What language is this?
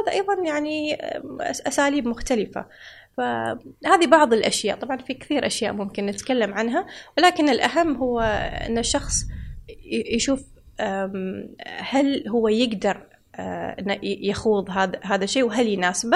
Gulf Arabic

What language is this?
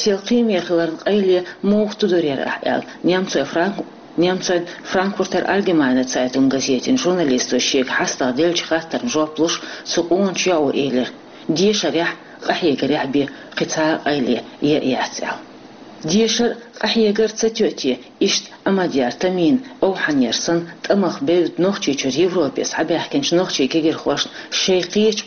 Chechen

